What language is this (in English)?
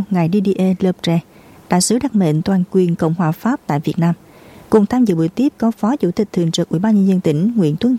Vietnamese